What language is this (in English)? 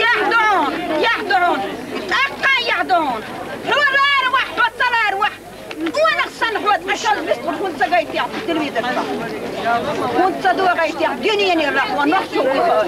Chechen